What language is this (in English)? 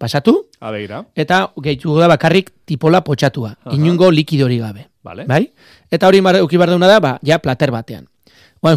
Basque